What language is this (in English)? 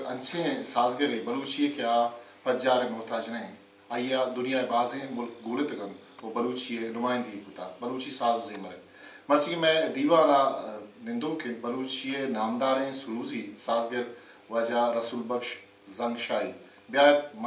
Baluchi